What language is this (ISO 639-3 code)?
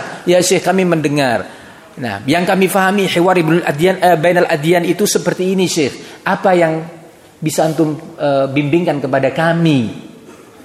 ind